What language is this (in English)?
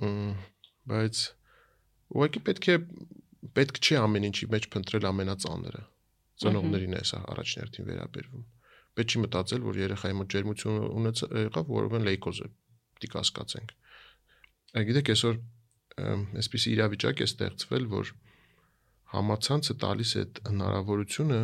Armenian